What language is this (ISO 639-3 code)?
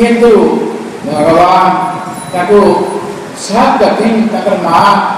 ori